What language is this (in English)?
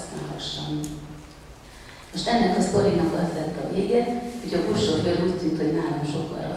Hungarian